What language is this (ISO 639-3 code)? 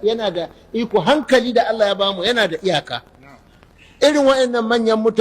hau